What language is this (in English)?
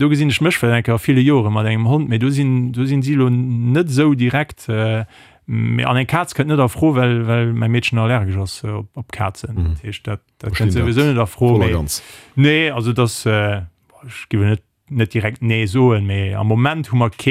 Luxembourgish